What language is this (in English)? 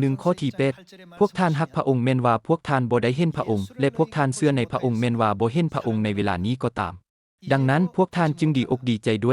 Lao